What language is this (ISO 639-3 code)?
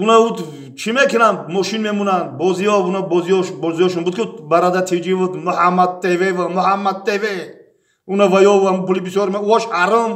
tgk